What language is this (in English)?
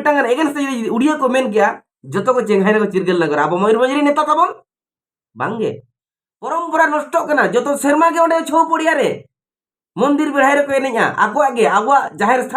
Santali